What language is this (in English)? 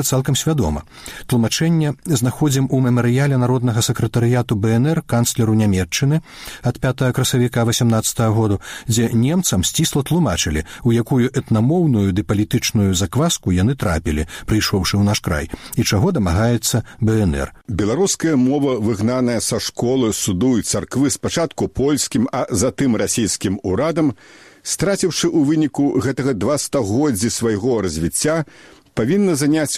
Belarusian